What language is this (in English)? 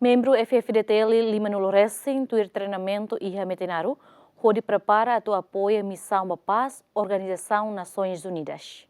Tetum